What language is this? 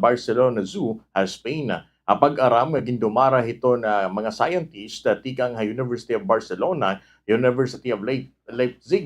Waray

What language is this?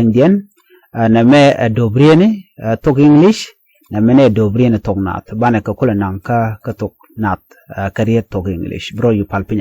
Nuer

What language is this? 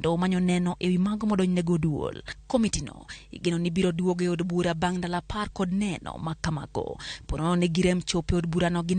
Luo (Kenya and Tanzania)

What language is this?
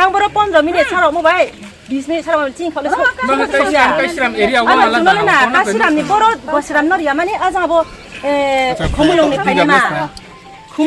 Riang (India)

